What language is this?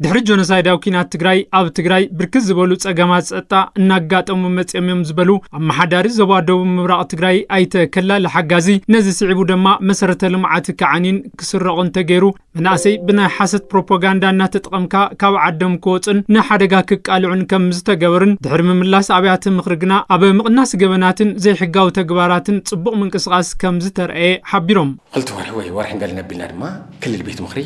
Tigrinya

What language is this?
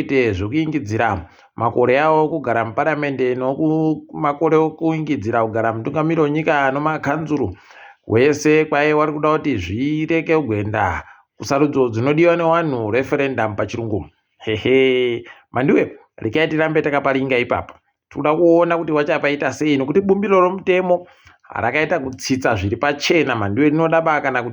Ndau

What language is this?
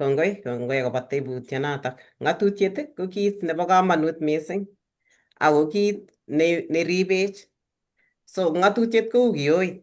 Kalenjin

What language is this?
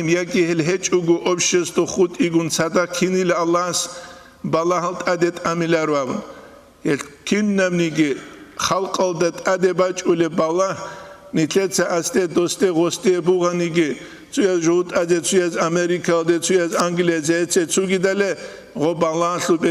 Avaric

